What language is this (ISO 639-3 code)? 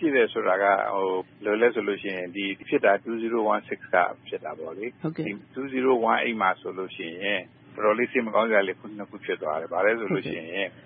mya